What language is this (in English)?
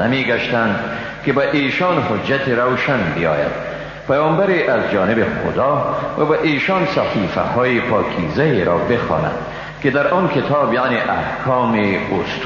Persian